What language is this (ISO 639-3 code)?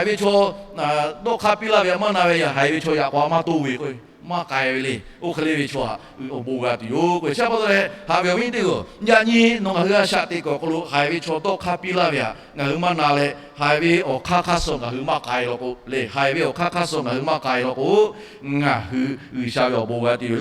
lhu